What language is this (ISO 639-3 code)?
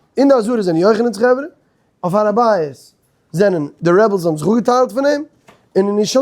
yid